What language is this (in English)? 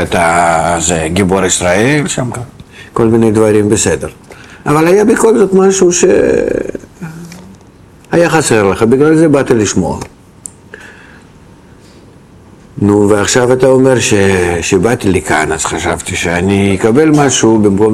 Hebrew